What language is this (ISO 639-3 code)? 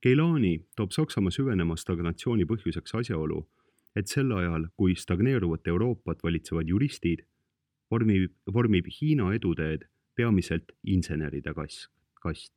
est